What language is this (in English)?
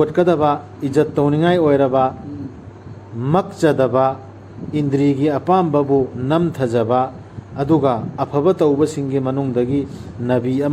Manipuri